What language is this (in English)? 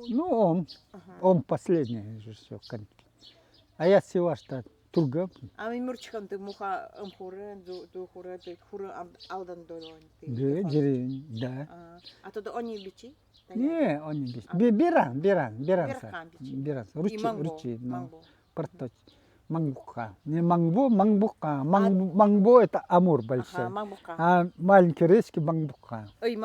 Nanai